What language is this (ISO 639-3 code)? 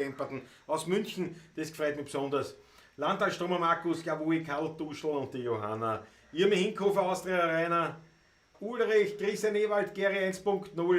bar